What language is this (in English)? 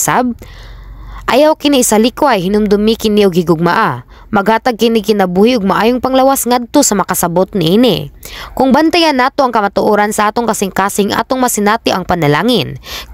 Cebuano